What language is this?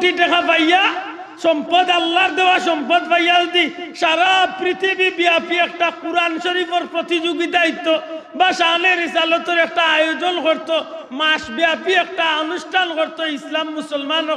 Sylheti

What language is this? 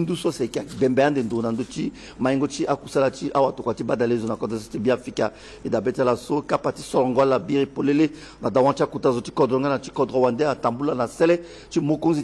Sango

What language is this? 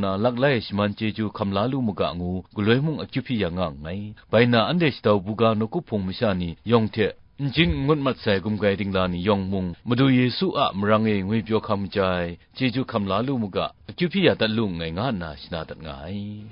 Kachin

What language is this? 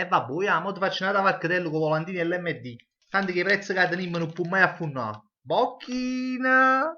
Neapolitan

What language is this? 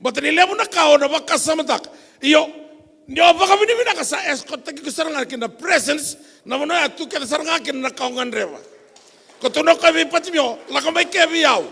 Fijian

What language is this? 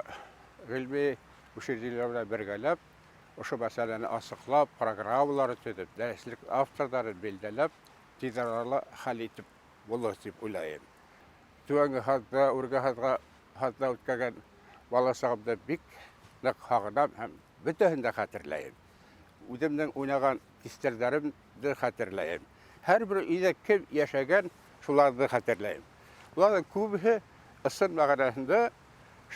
Bashkir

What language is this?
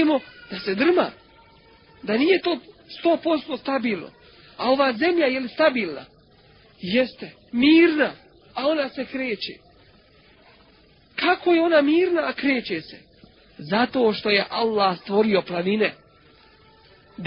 Bosnian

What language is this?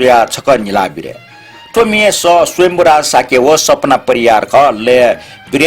Newari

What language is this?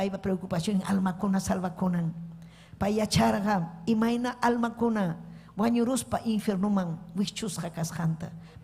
Ayacucho Quechua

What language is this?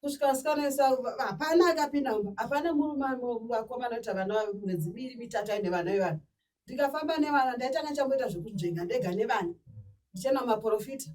Shona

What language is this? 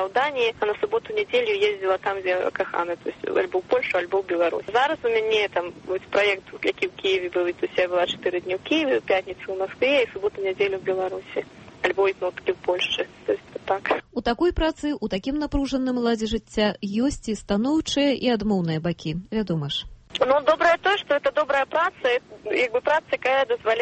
Belarusian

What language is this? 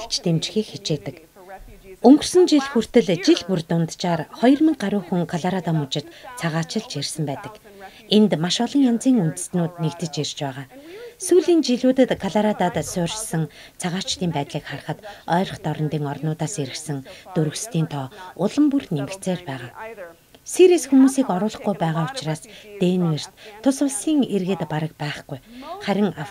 Mongolian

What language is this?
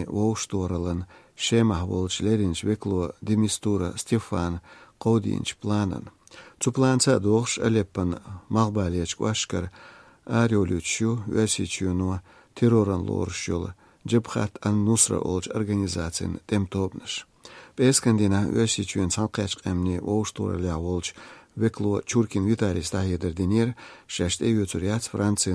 Chechen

